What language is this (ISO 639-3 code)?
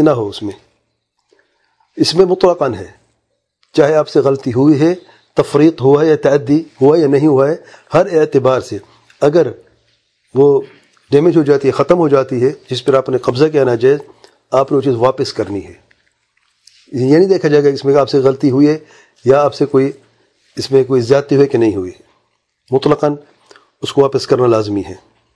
urd